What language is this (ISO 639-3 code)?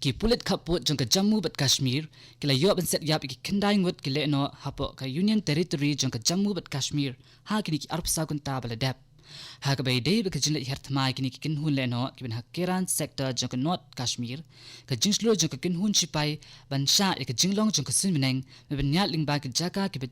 kha